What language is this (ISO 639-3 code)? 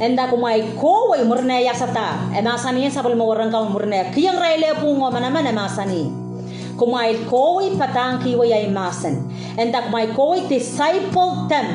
pon